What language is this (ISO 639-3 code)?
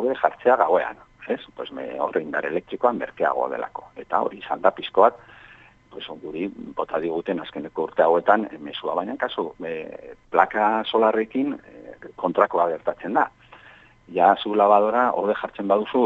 eus